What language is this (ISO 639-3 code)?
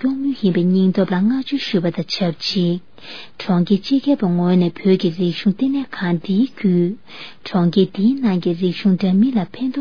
bod